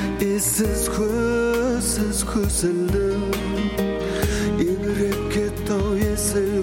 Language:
Kazakh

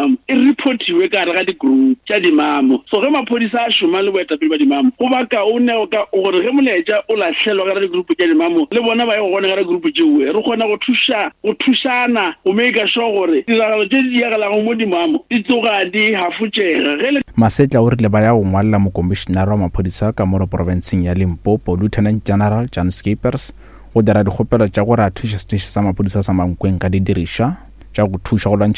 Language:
Northern Sotho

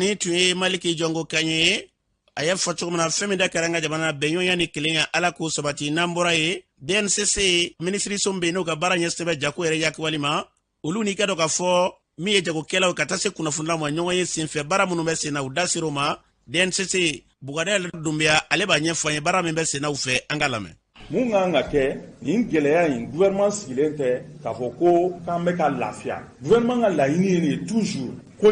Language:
Bambara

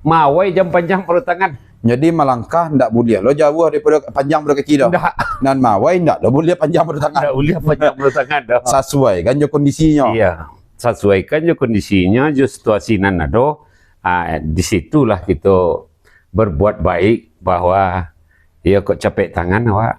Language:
Minangkabau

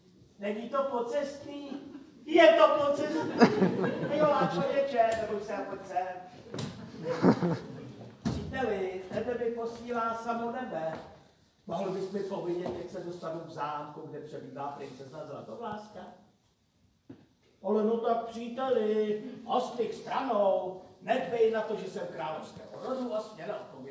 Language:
Czech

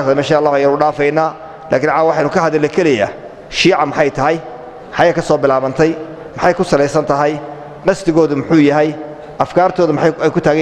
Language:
Somali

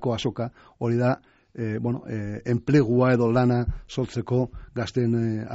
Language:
Basque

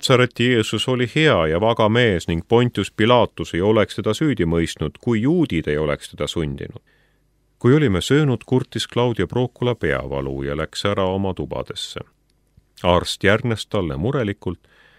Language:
Estonian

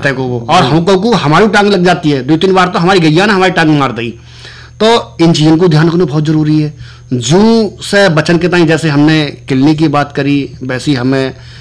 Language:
Hindi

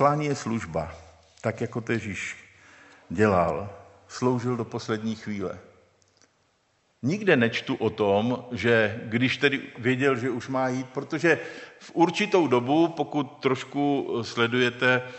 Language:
Czech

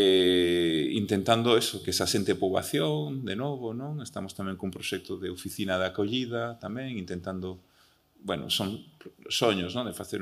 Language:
Galician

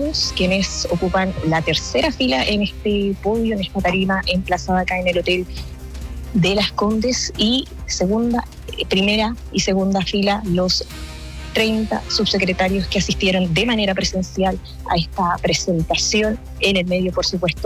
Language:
Spanish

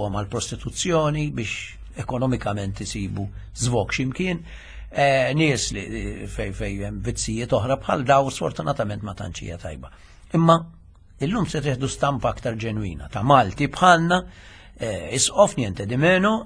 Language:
Maltese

